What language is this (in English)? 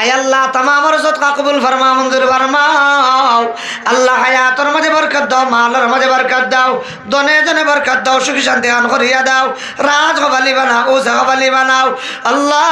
Sylheti